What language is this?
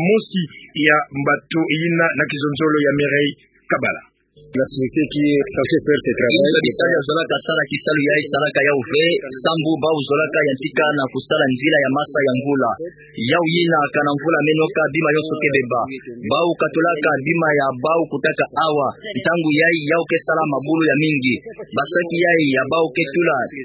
Kituba (Democratic Republic of Congo)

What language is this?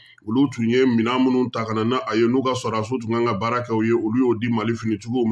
Bambara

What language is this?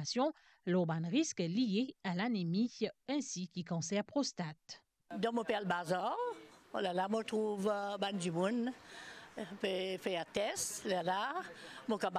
Morisyen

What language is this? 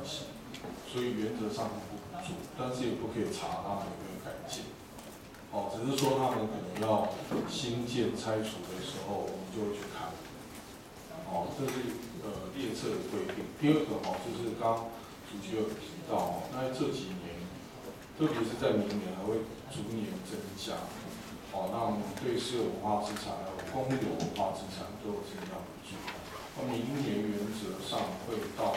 Chinese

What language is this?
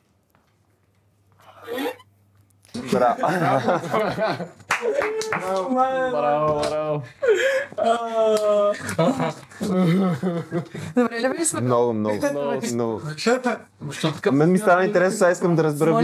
Bulgarian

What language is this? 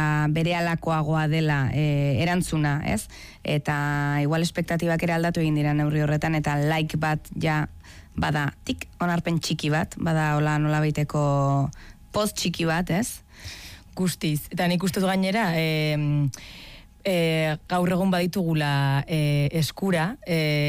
Basque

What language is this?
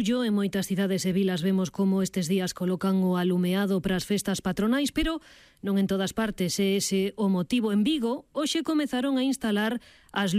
Galician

